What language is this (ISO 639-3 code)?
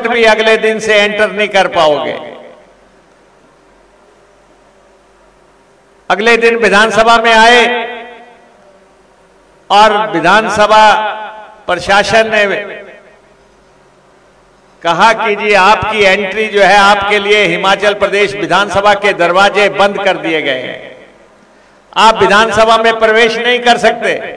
hin